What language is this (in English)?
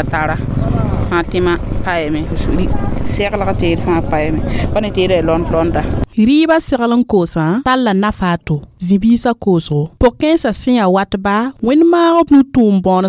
Mossi